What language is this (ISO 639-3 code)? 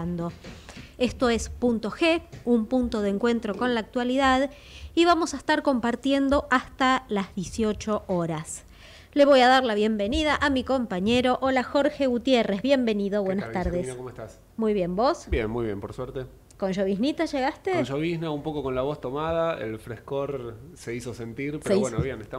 spa